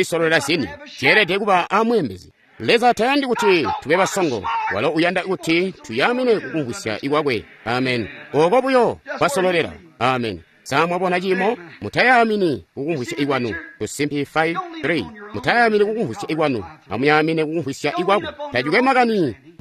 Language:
Tonga (Zambia)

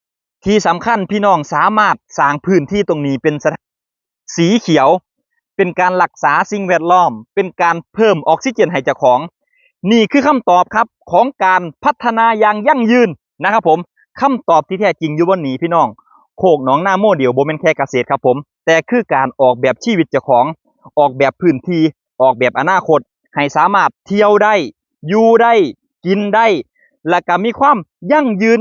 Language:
Lao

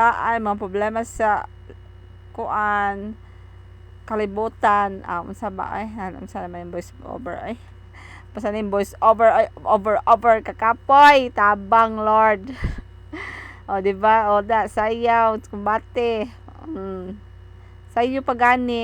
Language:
Cebuano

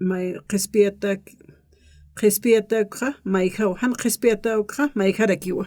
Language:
Aymara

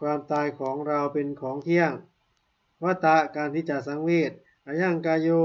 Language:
Pali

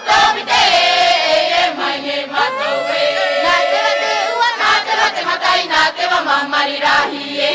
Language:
Tahitian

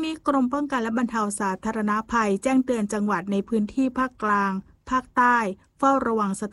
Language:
Thai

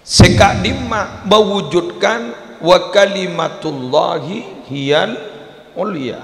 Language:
Madurese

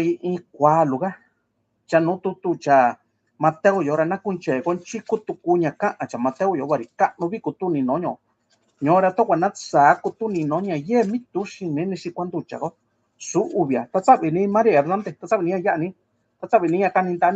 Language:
Mixtepec Mixtec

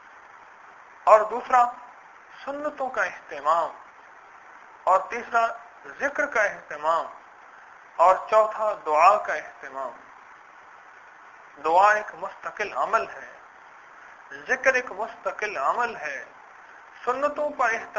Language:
Urdu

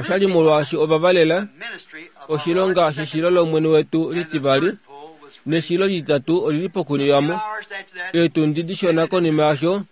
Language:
Kuanyama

